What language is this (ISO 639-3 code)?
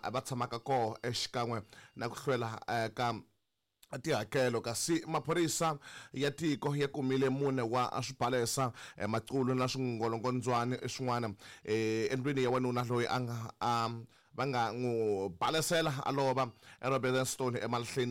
tso